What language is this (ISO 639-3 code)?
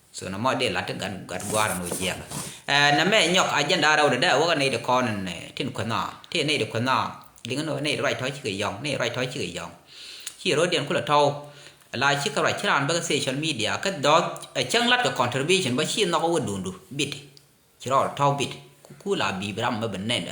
nus